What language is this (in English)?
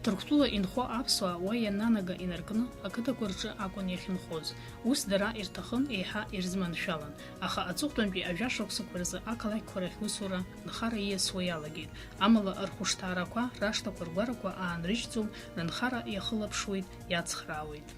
Abkhazian